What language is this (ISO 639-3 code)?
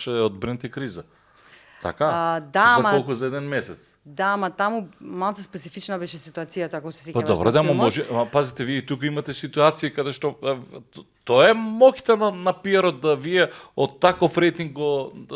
mkd